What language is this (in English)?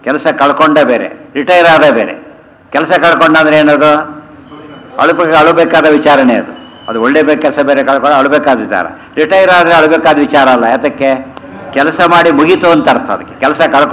Kannada